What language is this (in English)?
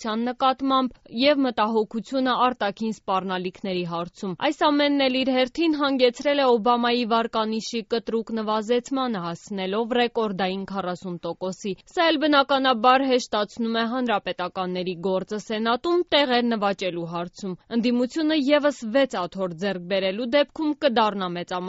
Armenian